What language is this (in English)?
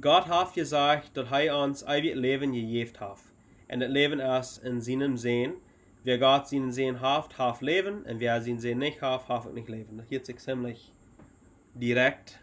Plautdietsch